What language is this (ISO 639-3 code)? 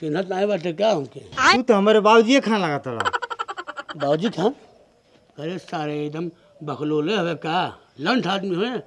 bho